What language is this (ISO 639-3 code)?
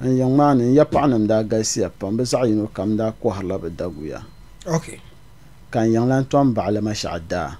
dag